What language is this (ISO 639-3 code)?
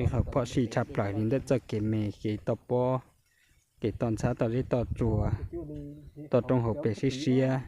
hmn